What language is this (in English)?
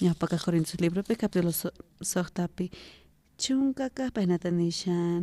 South Bolivian Quechua